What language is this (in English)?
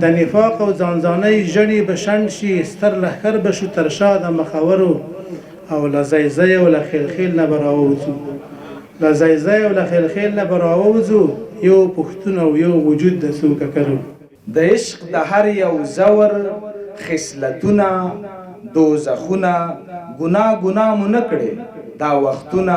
Pashto